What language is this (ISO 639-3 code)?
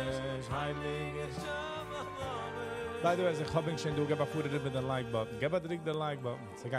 yid